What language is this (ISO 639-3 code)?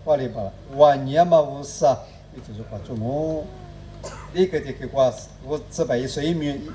lis